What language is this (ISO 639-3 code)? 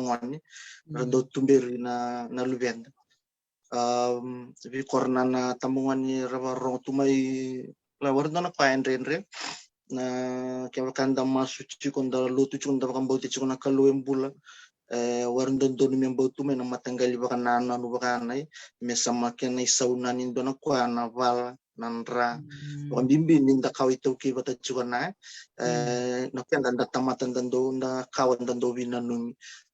fij